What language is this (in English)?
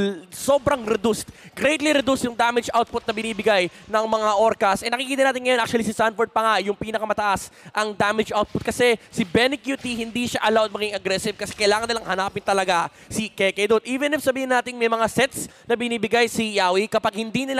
Filipino